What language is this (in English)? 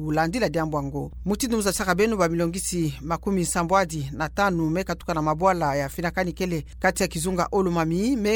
Kituba (Democratic Republic of Congo)